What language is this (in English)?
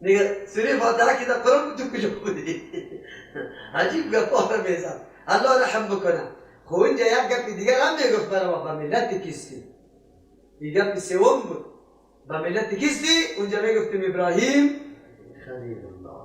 Persian